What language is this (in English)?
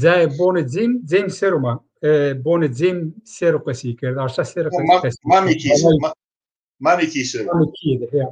Zaza